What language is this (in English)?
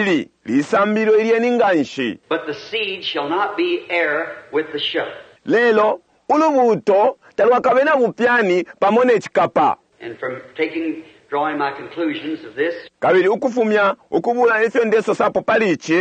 Bemba